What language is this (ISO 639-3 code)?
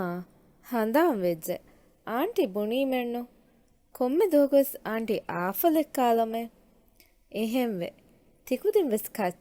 div